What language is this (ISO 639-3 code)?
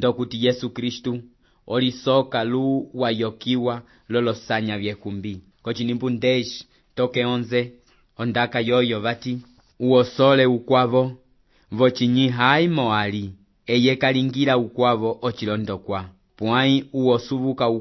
umb